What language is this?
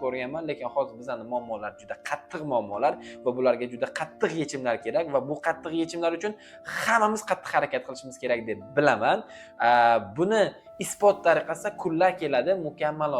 Uzbek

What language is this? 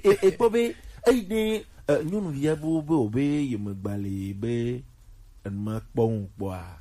Gen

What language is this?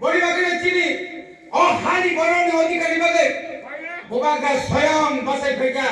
Kok Borok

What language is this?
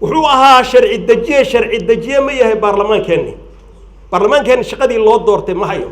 Somali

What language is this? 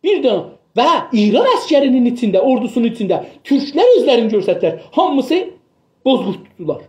South Azerbaijani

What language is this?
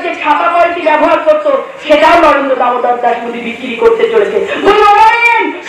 Bangla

